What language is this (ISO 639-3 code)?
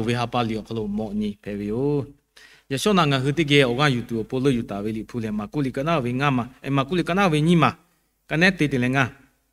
lhu